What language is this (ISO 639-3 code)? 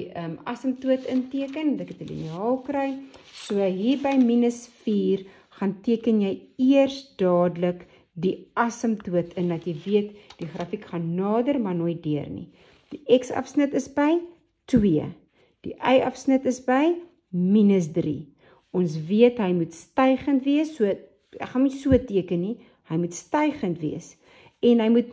afr